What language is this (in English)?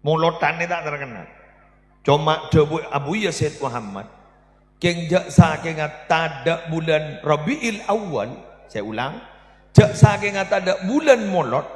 Madurese